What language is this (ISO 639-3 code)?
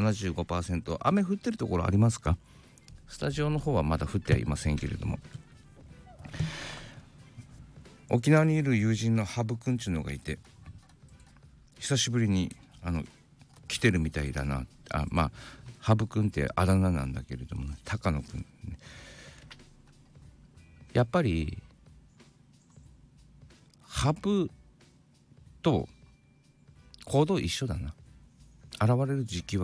jpn